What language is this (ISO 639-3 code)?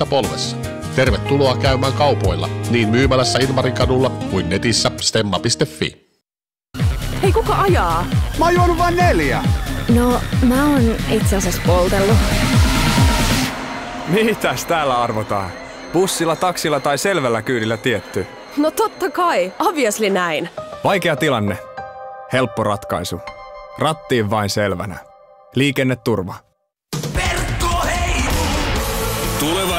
fin